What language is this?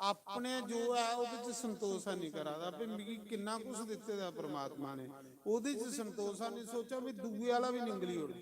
Dogri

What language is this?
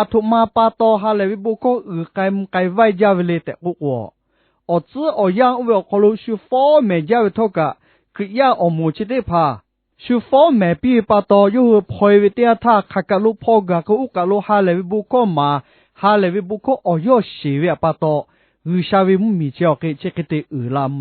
Lahu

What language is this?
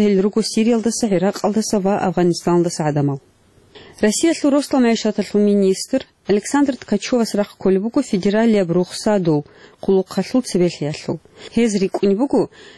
Avaric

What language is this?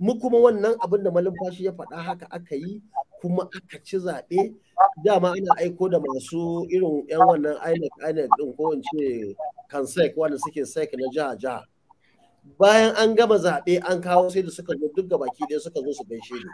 Hausa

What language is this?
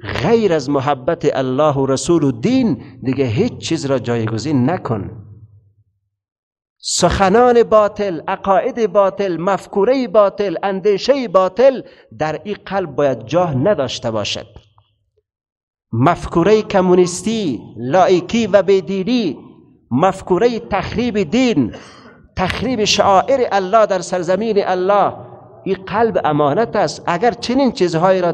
Persian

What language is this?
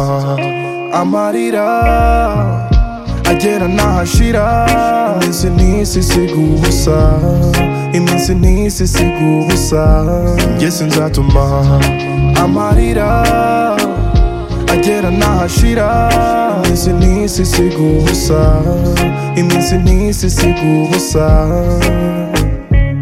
Kinyarwanda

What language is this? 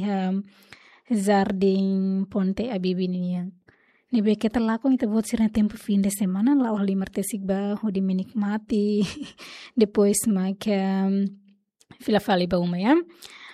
Tetum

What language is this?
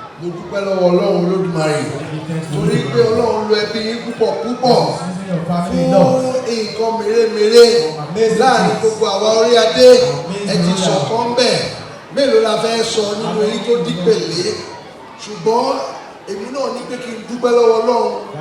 Yoruba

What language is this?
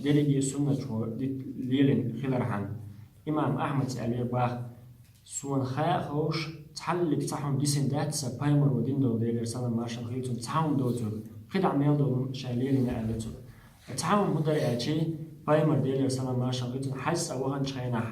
Chechen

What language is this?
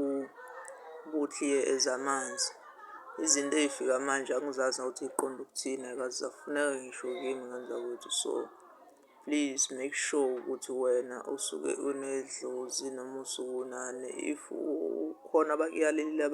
Zulu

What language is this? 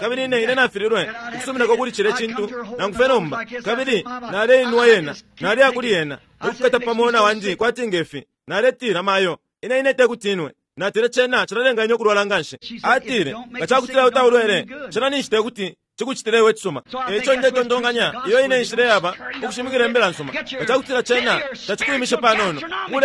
Bemba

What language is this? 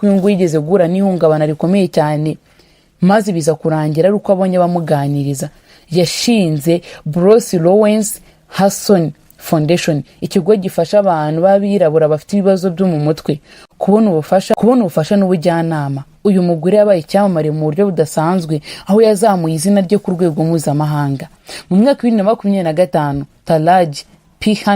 Kinyarwanda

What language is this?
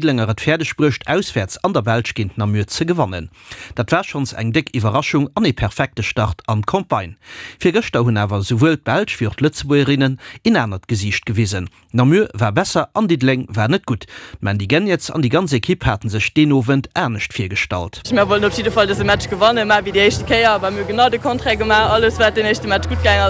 Luxembourgish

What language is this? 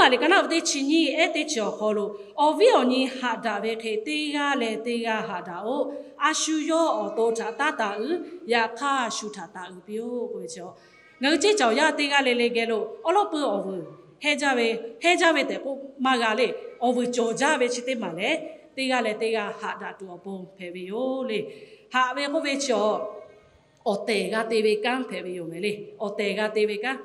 Lahu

